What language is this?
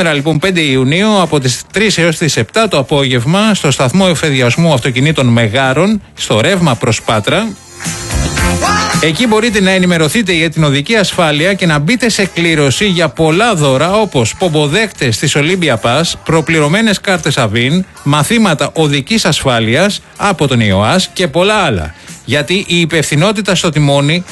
Greek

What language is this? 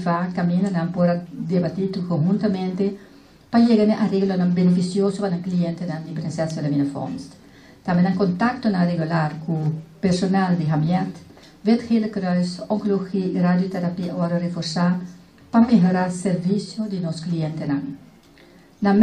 Papiamento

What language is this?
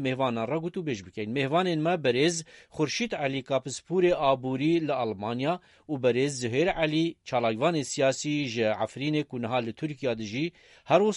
Kurdish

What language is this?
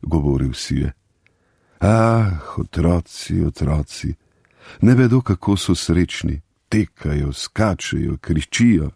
Slovenian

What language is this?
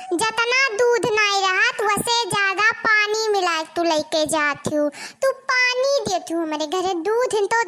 Awadhi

